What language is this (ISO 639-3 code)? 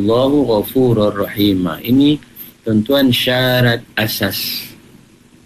msa